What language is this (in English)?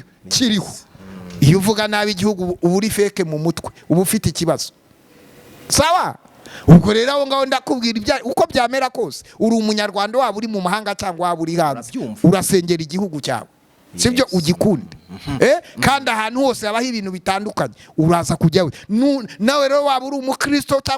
Kinyarwanda